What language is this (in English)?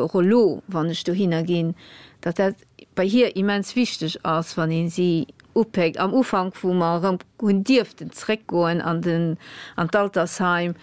Luxembourgish